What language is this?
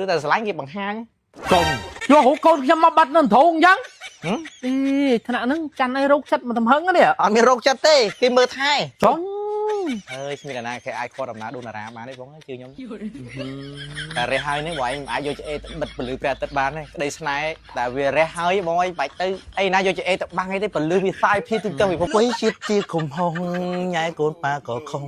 Khmer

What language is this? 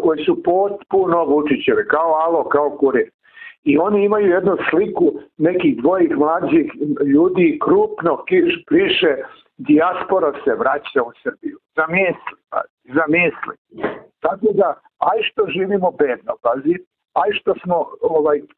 Serbian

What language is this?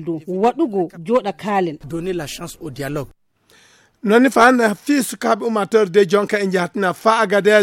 Fula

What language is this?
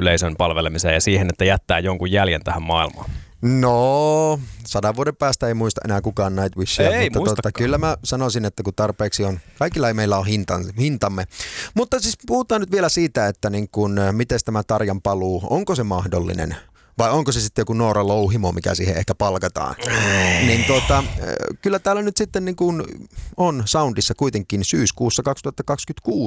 Finnish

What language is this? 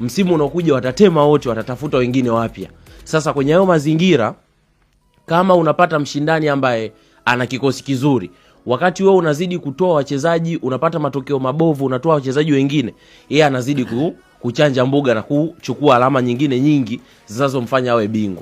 Swahili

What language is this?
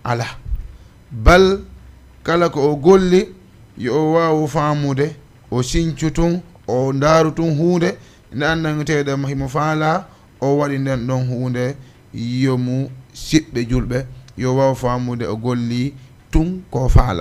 Fula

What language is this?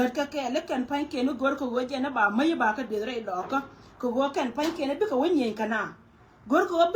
Nuer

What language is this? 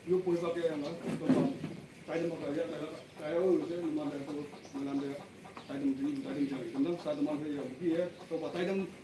Naga Pidgin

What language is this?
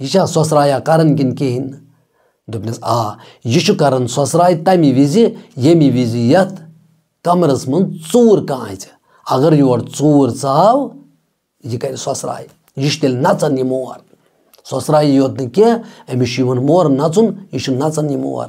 Kashmiri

